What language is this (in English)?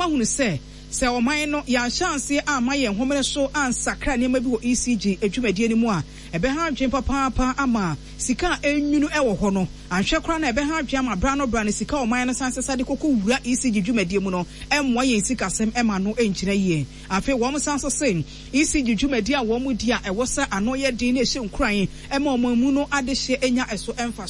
Akan